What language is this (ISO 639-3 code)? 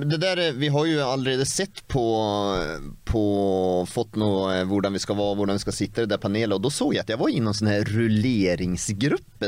nor